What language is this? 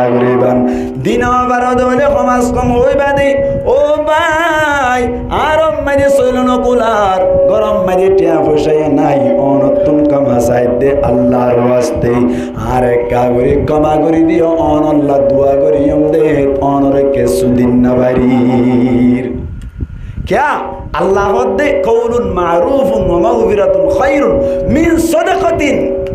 Rohingya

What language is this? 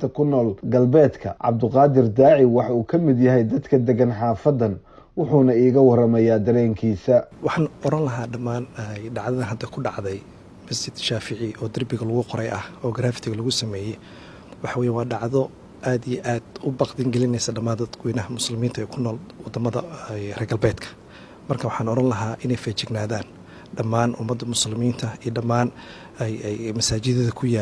Somali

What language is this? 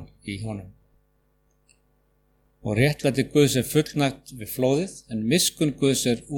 Icelandic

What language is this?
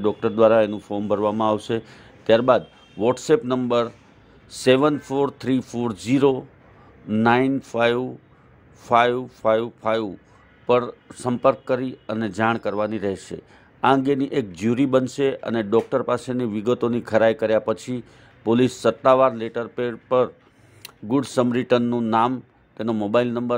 Gujarati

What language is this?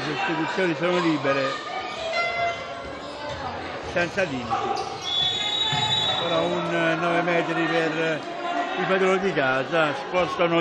Italian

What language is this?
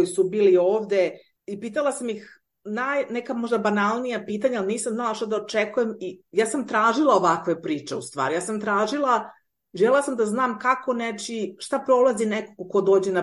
Serbian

